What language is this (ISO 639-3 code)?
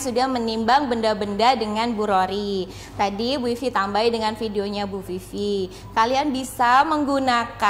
ind